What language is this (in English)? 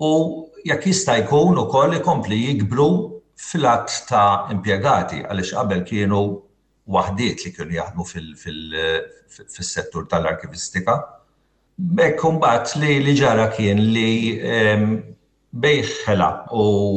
Maltese